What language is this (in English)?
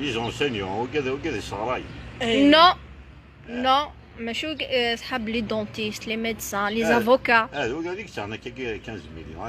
Kabyle